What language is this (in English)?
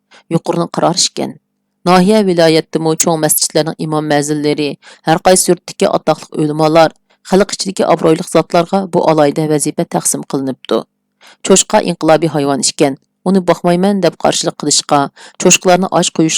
Uyghur